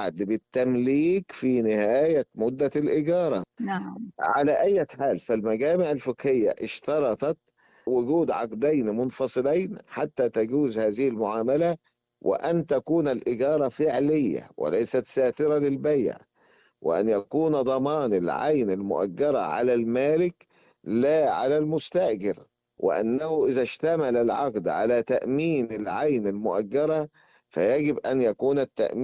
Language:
Arabic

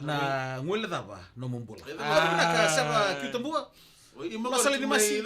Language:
Fijian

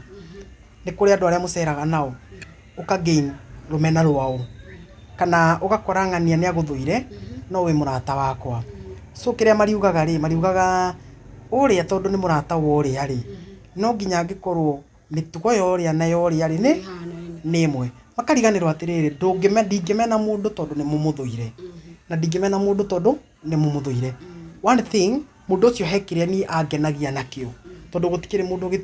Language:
Kikuyu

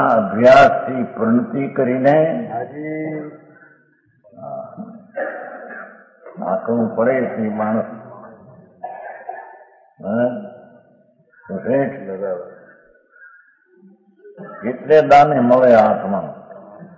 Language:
Gujarati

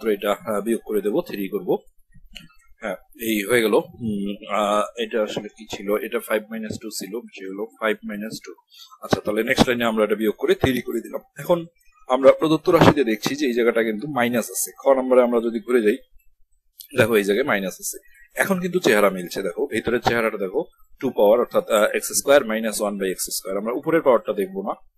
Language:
Bangla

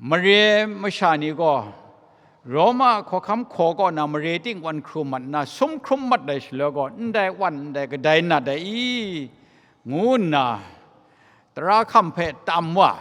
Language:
Kachin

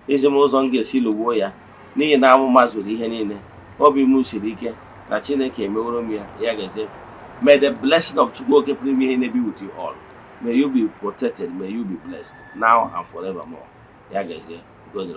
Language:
Igbo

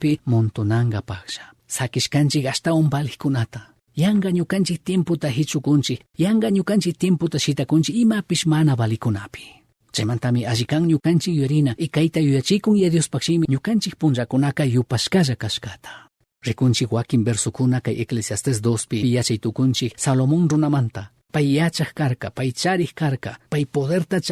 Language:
Chimborazo Highland Quichua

